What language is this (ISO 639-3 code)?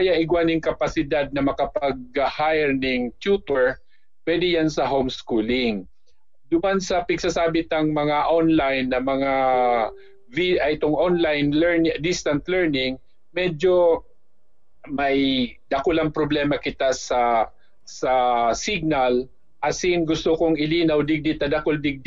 bik